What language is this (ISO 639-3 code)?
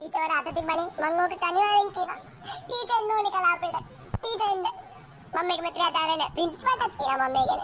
sin